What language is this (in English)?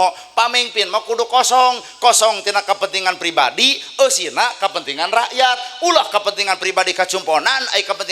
Sundanese